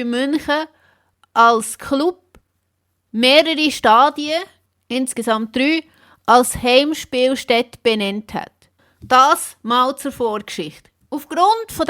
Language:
Swiss German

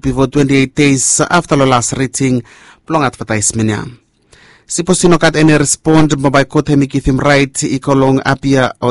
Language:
Bislama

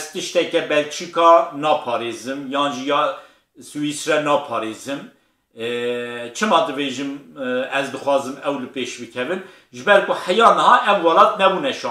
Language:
Kurdish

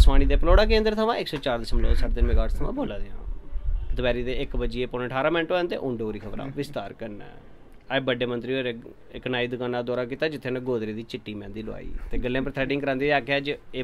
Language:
Dogri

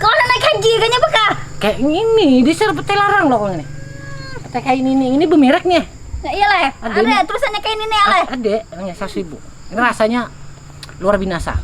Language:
Banjar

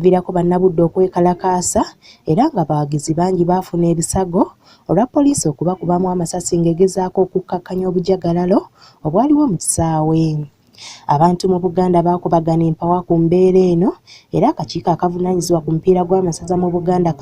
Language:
Ganda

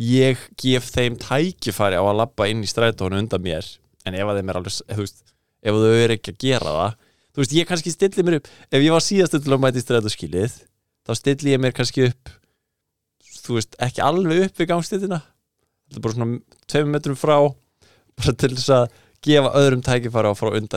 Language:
Icelandic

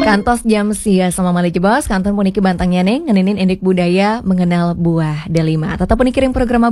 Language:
Balinese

